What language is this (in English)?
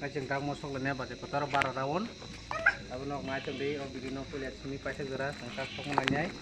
Kok Borok